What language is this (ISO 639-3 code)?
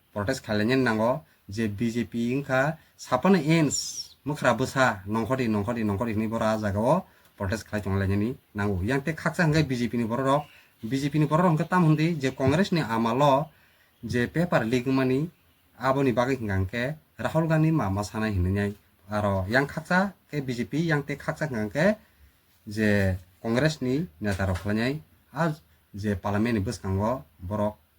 trp